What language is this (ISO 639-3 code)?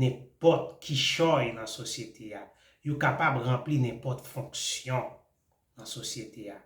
hat